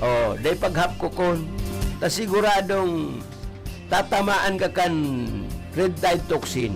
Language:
Bikol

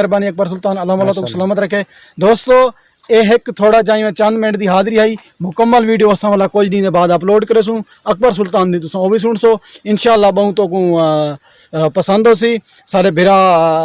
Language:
Saraiki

